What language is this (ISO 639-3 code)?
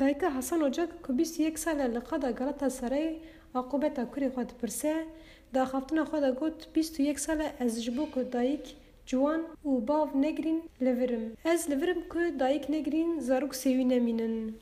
kur